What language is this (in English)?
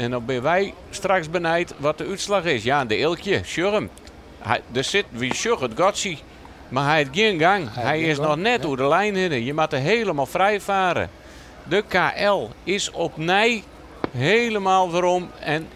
Western Frisian